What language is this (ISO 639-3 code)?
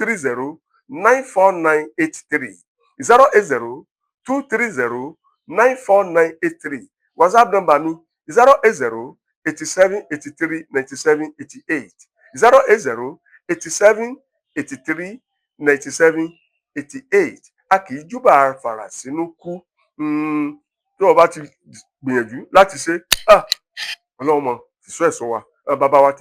yor